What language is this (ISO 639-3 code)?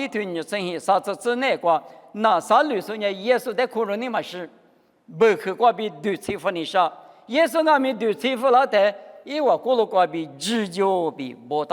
lis